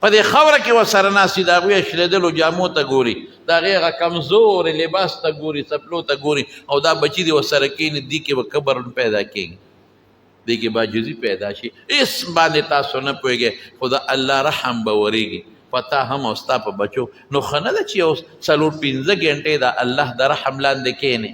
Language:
Pashto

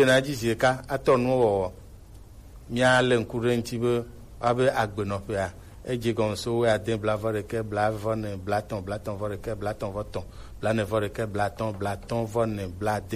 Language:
Gen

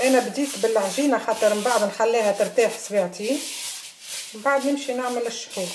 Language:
Tunisian Arabic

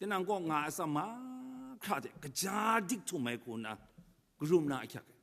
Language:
Kachin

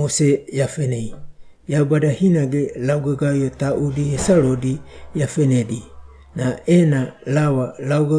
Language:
Wagawaga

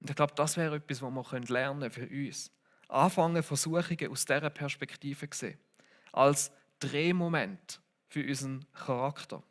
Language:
Swiss German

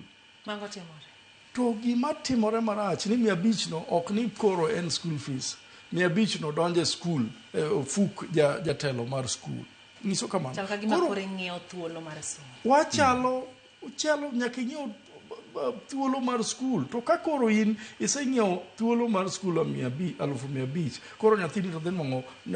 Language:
Luo (Kenya and Tanzania)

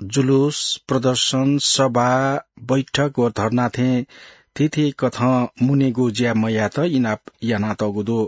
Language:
Newari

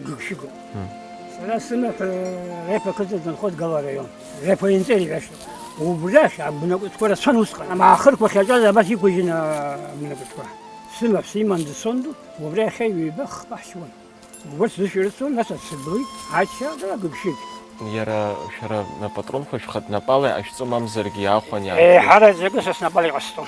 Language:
Abkhazian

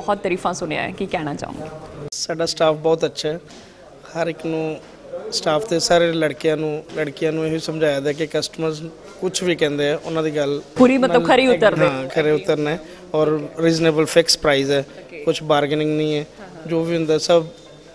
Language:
Punjabi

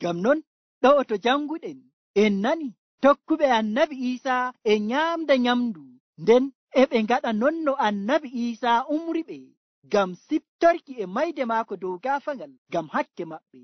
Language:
Nigerian Fulfulde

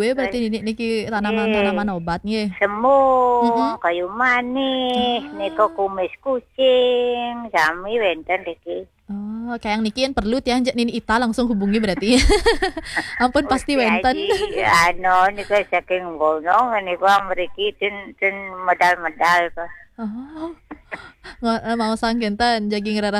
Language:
Balinese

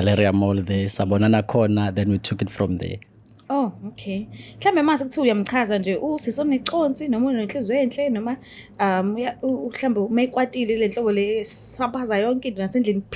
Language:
Zulu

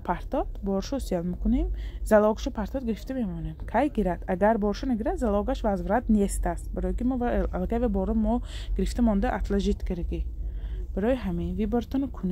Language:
Tajik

